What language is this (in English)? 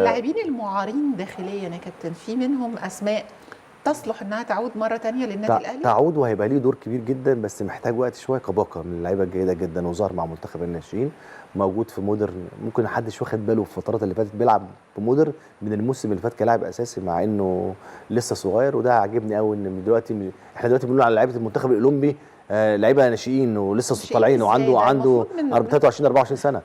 Egyptian Arabic